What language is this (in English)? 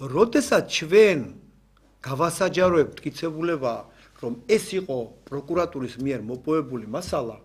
Georgian